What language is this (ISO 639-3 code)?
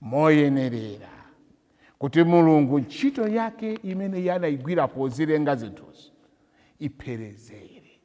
nya